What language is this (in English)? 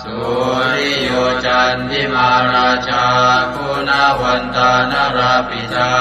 Pali